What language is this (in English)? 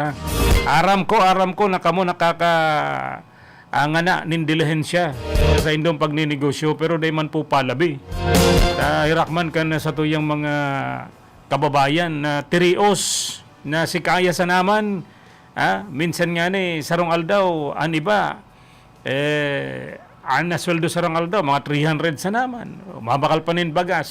Bikol